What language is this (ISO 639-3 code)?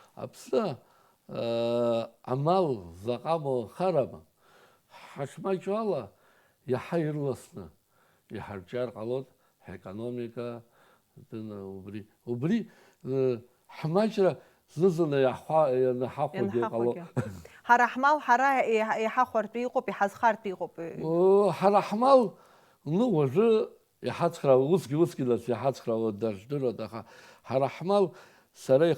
abk